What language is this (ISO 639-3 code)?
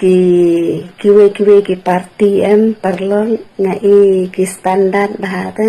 kha